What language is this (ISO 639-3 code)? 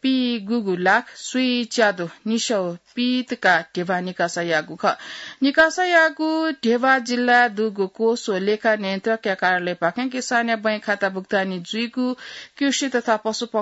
new